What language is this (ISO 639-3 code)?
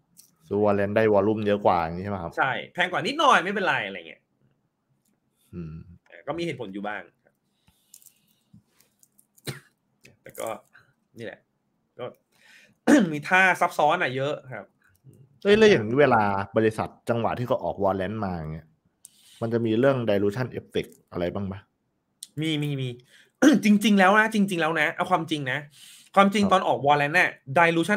tha